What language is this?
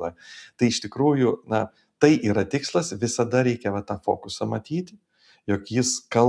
Lithuanian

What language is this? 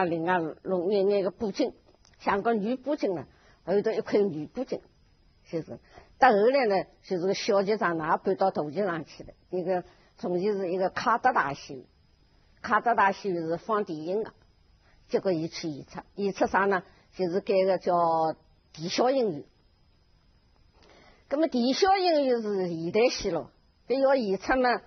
Wu Chinese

